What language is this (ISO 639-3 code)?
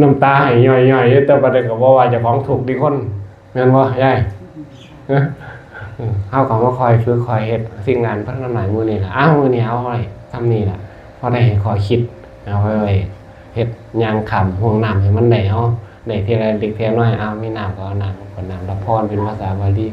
tts